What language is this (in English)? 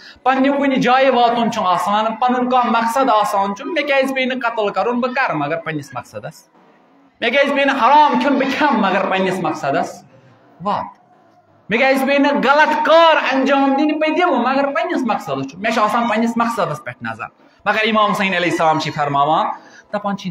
Kashmiri